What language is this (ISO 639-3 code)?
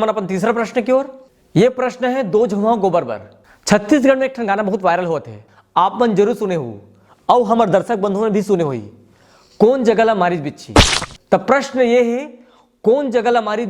hne